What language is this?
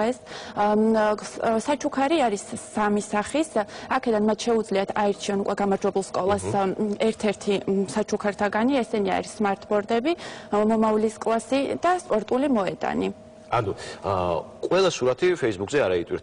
Georgian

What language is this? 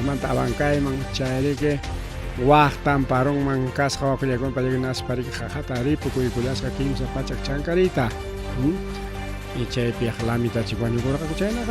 Ayacucho Quechua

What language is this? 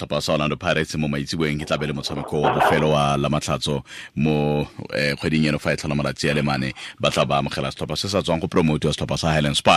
Tswana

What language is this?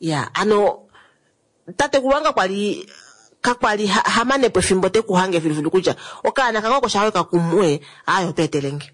Kuanyama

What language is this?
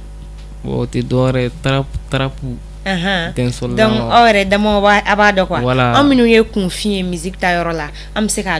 Bambara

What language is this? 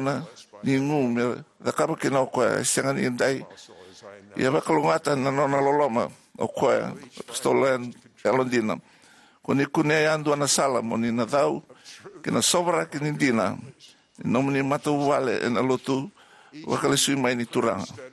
Fijian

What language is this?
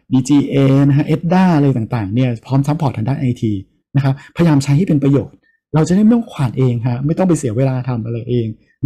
Thai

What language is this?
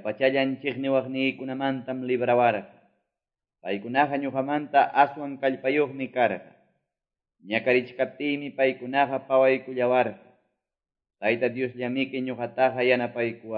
Quechua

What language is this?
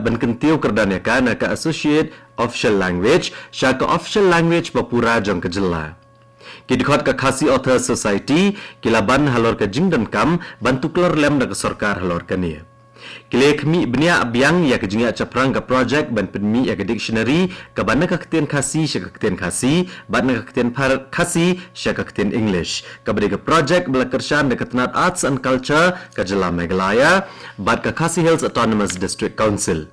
Khasi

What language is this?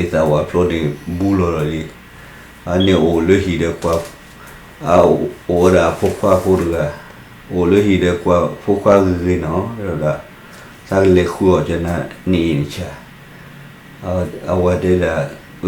S'gaw Karen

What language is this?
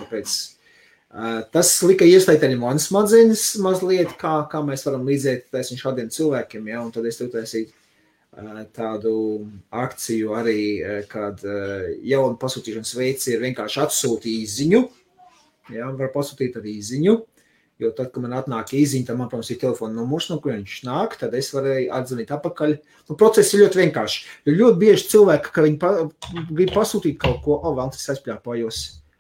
Latvian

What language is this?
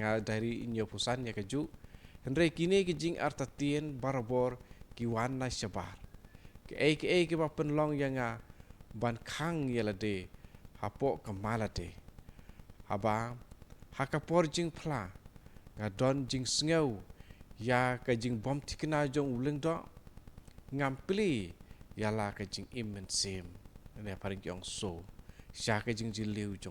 Khasi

